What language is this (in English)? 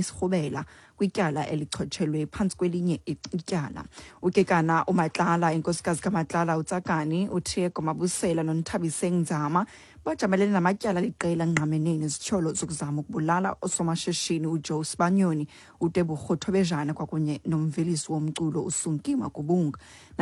Xhosa